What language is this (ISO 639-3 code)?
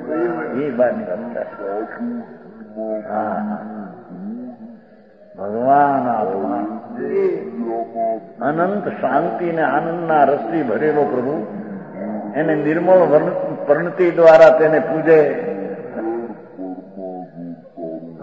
guj